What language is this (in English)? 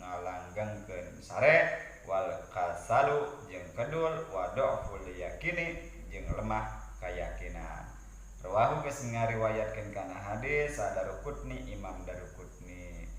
Sundanese